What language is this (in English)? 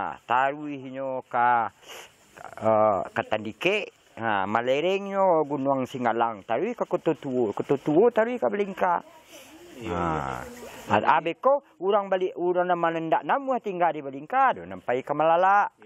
Minangkabau